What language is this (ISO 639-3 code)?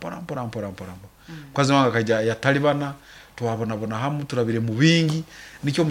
nyo